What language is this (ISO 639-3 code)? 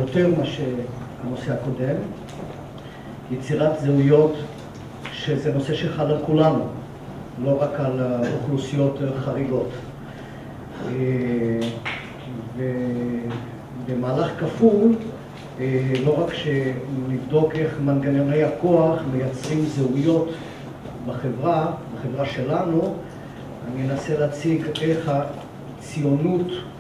heb